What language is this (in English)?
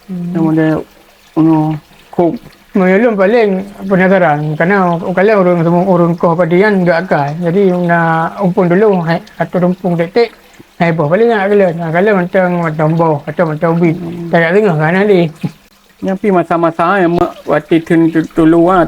Achinese